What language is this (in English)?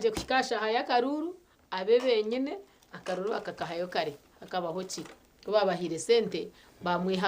Nyankole